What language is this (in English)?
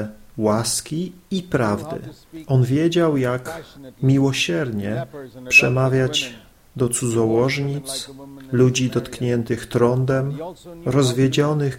Polish